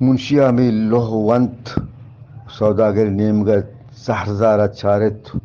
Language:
Eastern Balochi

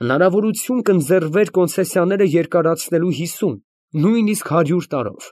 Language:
Armenian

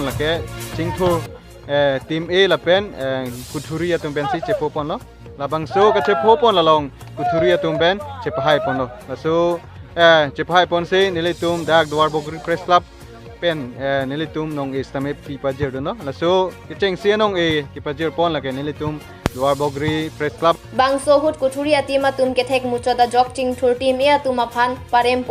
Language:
Karbi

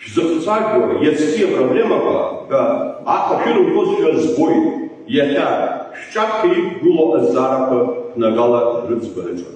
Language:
Abkhazian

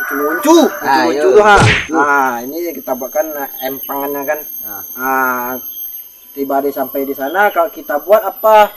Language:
Minangkabau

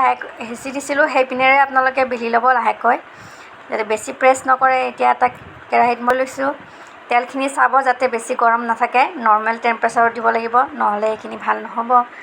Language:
Assamese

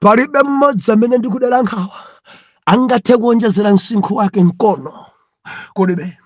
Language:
Nyanja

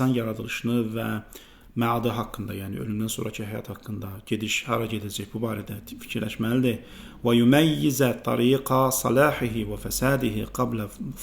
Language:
Azerbaijani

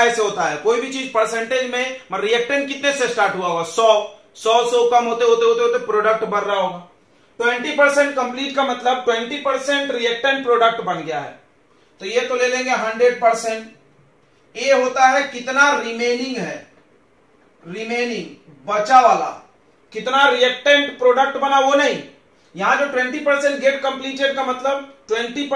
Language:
Hindi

